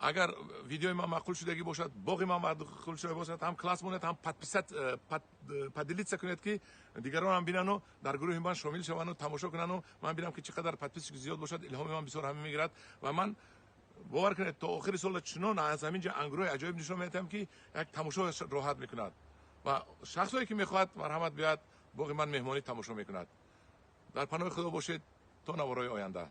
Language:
Tajik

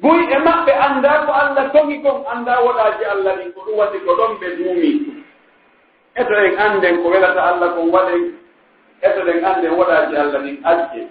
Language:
Pular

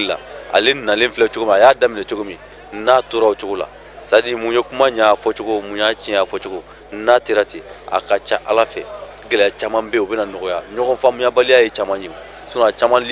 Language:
Bambara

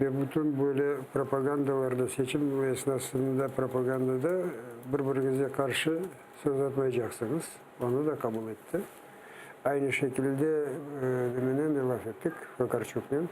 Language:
Crimean Tatar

